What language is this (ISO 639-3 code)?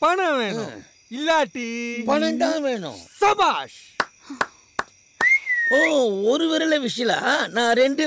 tam